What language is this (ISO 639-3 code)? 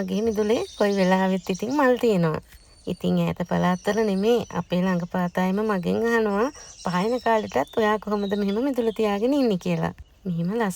sin